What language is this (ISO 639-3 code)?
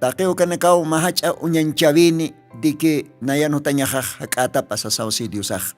aym